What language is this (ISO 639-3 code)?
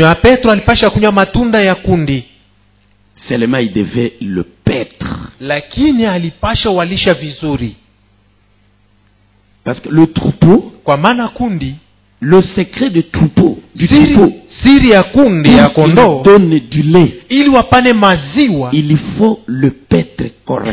swa